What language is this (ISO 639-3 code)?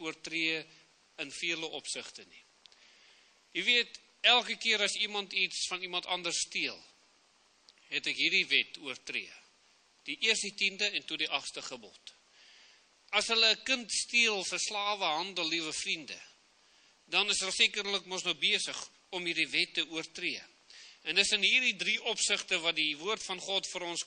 afr